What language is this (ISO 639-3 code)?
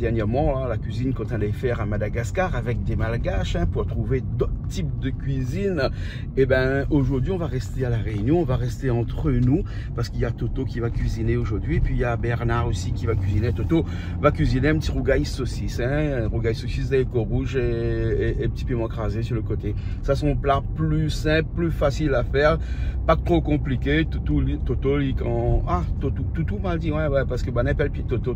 rcf